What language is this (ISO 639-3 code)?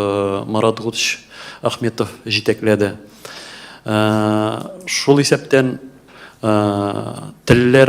tat